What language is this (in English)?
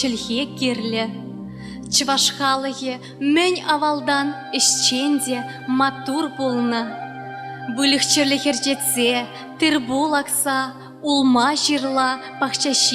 Chuvash